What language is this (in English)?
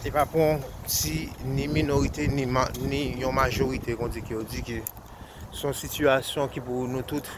Haitian Creole